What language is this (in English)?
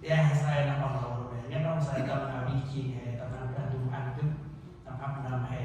Central Mnong